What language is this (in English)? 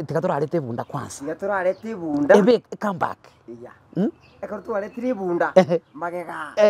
Gusii